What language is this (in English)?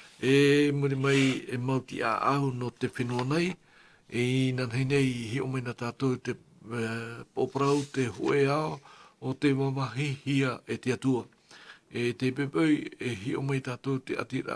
Tahitian